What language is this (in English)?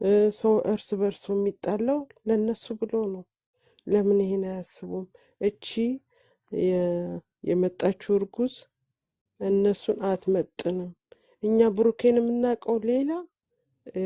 Amharic